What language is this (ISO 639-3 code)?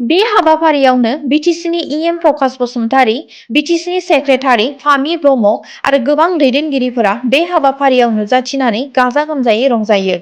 brx